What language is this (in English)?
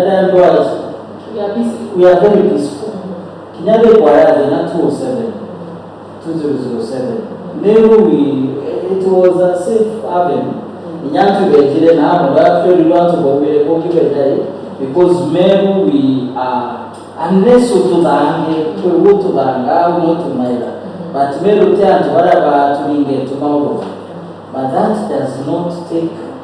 Meru